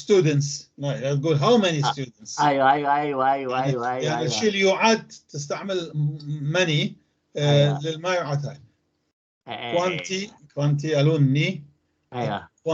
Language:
North Levantine Arabic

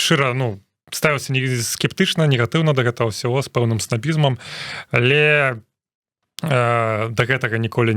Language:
Belarusian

